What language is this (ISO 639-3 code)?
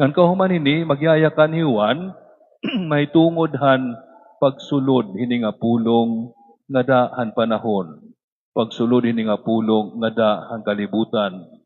war